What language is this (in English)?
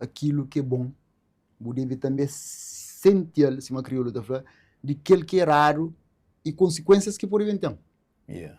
Kabuverdianu